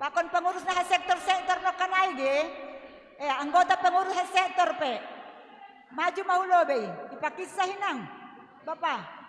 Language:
Batak Simalungun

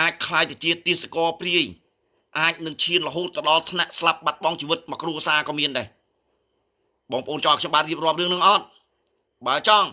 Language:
Khmer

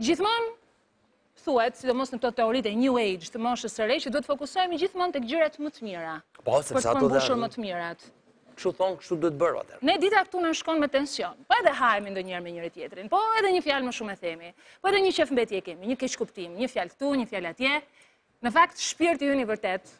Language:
Albanian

